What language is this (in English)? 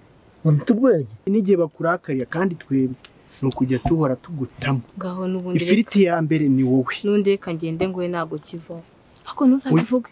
Kinyarwanda